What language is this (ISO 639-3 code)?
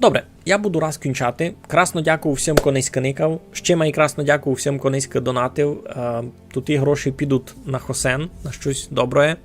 rue